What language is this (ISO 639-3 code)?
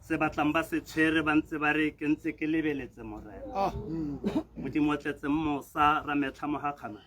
tsn